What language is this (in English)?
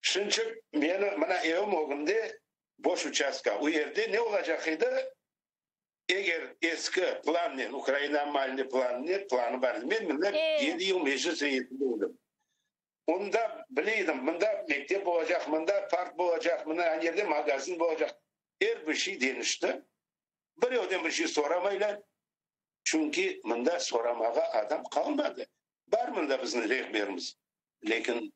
Crimean Tatar